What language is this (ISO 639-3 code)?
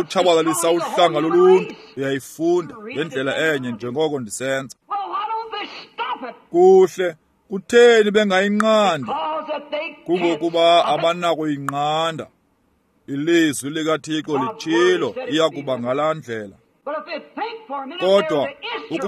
xho